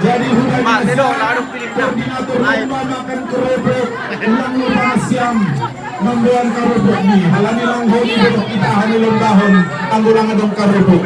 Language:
Batak Simalungun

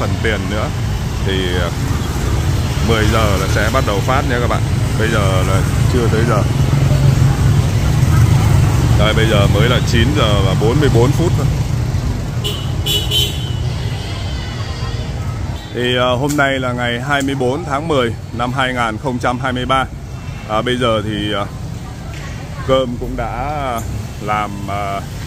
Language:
Vietnamese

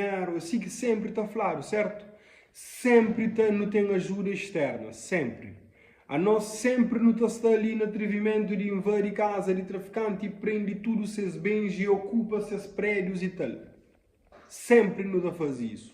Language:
Kabuverdianu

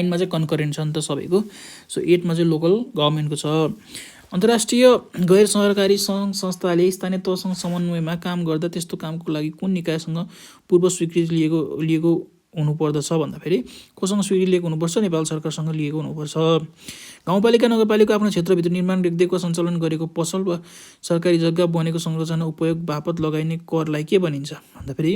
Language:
Nepali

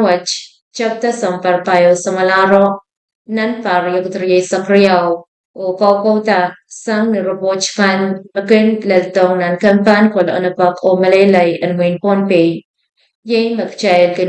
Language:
Pohnpeian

